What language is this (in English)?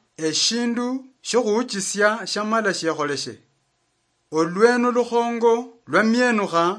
Luyia